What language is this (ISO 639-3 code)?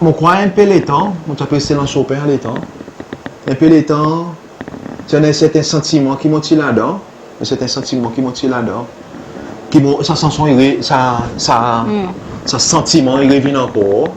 crs